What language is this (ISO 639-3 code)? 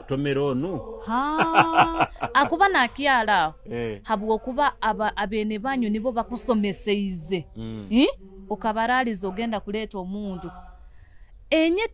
nyo